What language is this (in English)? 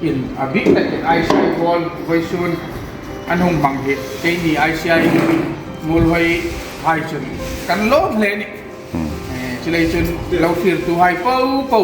Hmar